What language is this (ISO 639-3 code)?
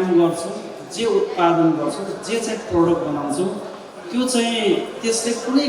nep